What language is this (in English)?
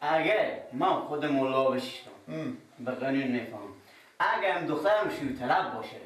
Persian